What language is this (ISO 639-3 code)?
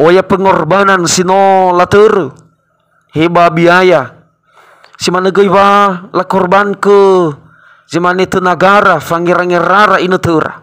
nia